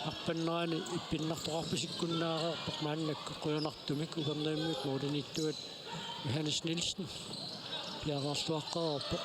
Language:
Kalaallisut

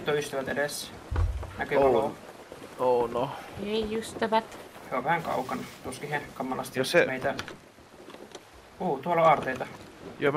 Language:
Finnish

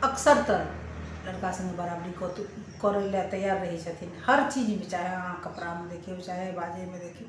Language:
Maithili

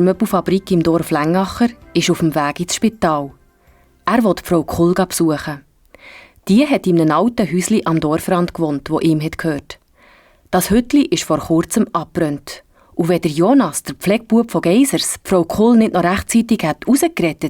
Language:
Swiss German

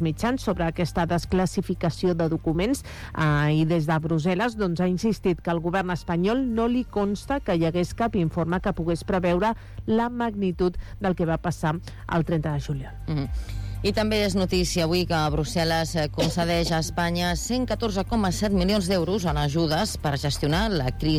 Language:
Catalan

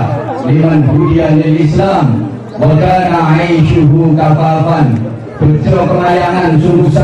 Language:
Javanese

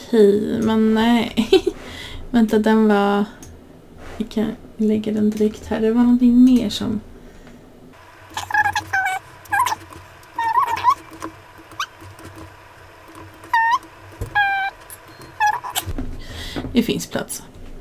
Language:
Swedish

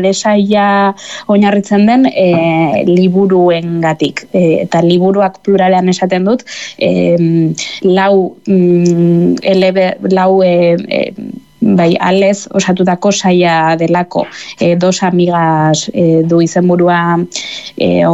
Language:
Basque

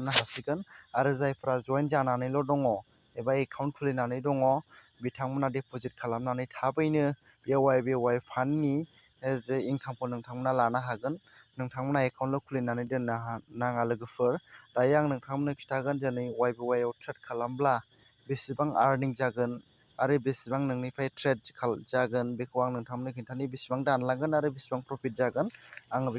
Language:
Bodo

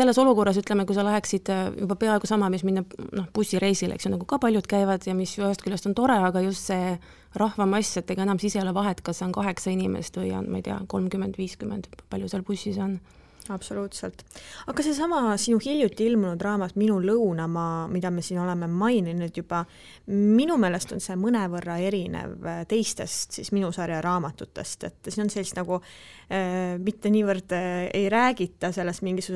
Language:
Estonian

